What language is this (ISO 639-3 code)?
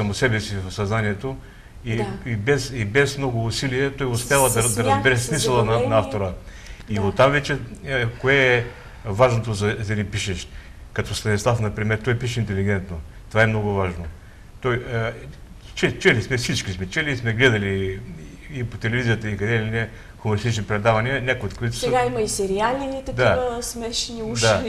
bul